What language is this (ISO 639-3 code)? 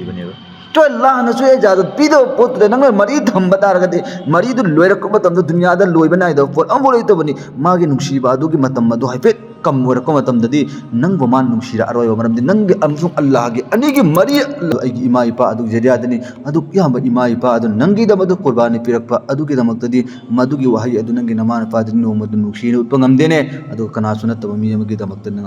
mni